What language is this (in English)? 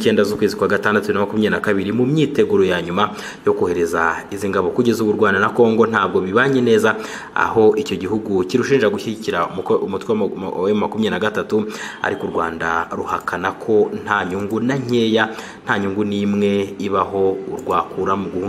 Kinyarwanda